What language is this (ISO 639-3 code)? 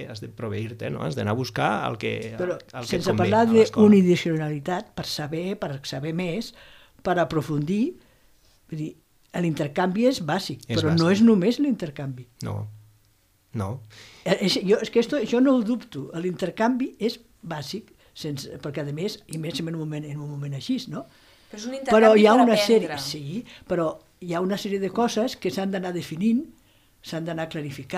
cat